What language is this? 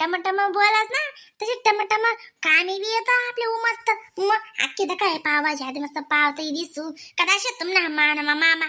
Khandesi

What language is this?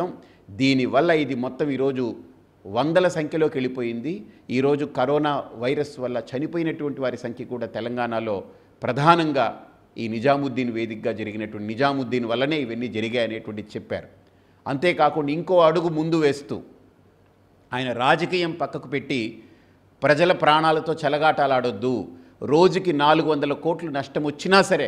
Telugu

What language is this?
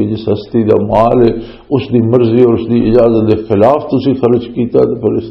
Western Panjabi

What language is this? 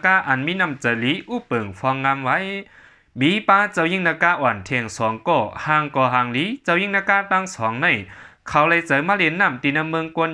Shan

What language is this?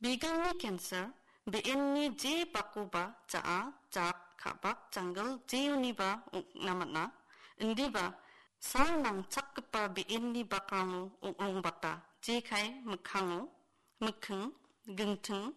Garo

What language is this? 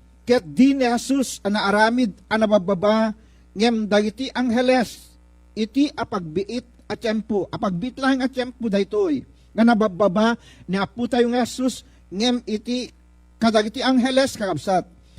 Iloko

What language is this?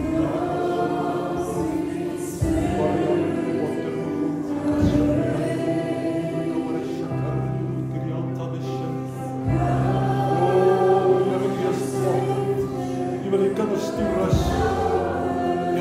Afrikaans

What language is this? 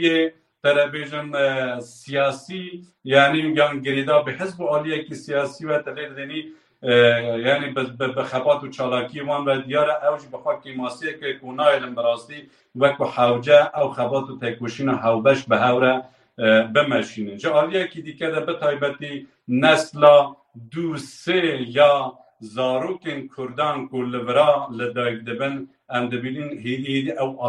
Kurdish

